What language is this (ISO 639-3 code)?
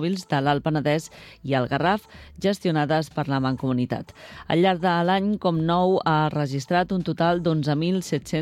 cat